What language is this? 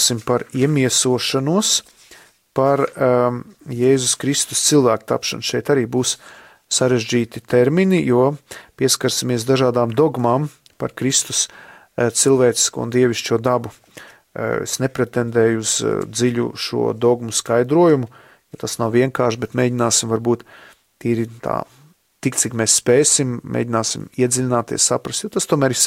Latvian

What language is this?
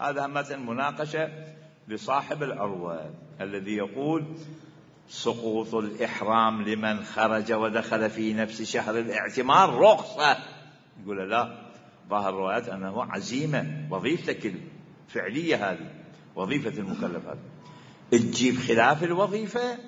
Mesopotamian Arabic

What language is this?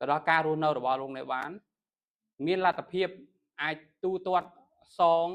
Khmer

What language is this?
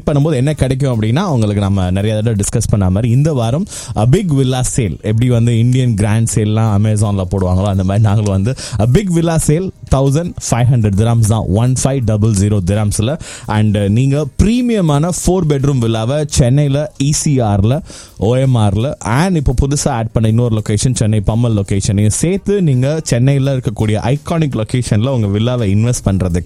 Tamil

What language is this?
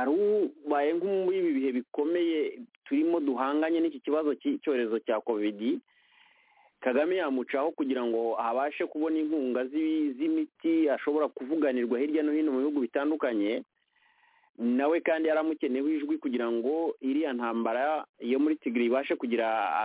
Kinyarwanda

